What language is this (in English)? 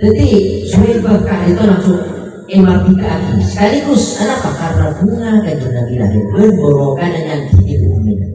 Madurese